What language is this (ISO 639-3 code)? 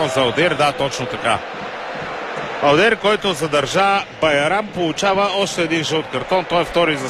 bul